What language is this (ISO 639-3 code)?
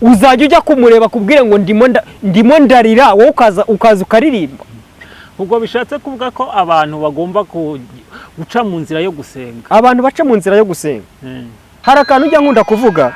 kin